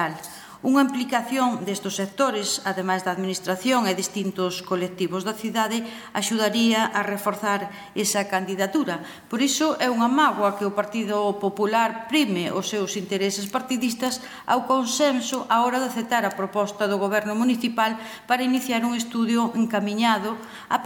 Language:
Galician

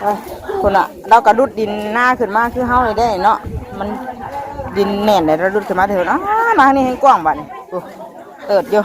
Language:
Northeastern Thai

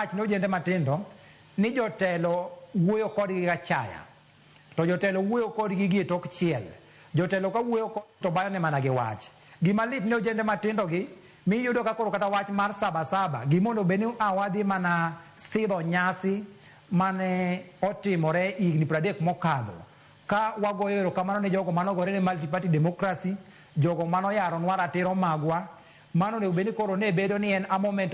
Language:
Luo (Kenya and Tanzania)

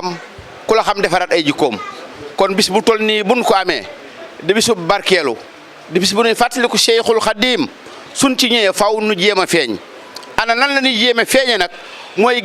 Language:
Wolof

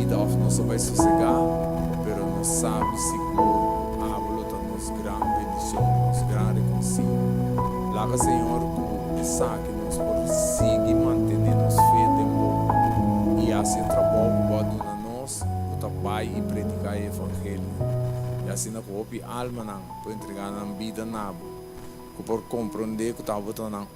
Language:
Papiamento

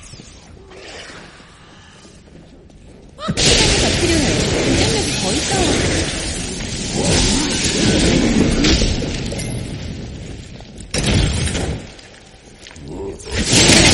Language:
Korean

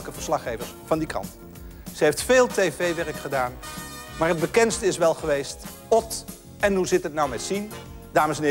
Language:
Dutch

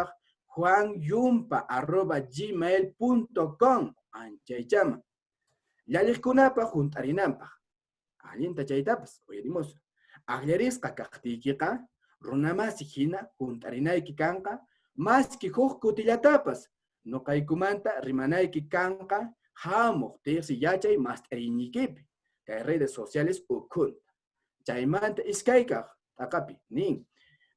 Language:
Quechua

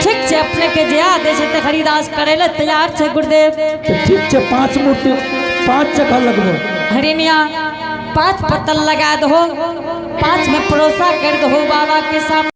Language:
Angika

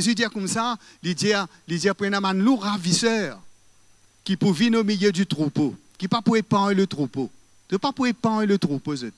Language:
Morisyen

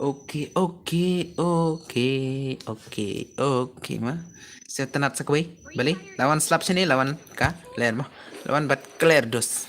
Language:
Khasi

